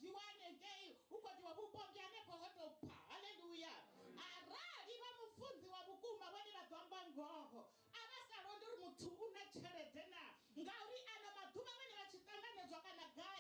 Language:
Venda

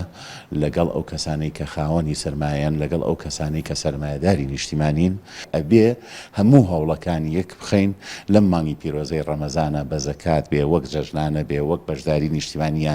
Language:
Central Kurdish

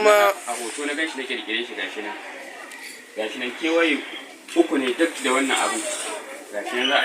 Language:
Hausa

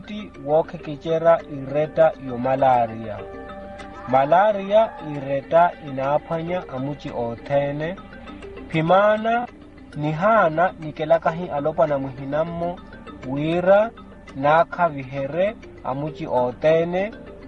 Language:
Makhuwa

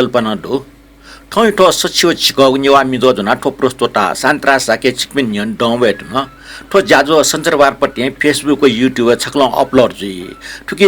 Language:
Newari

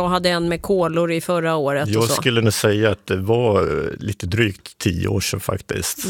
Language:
Swedish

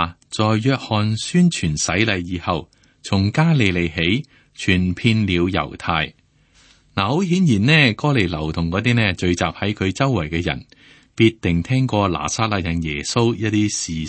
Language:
Cantonese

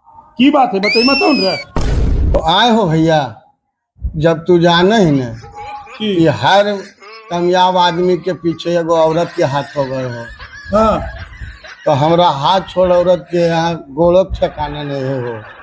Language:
Magahi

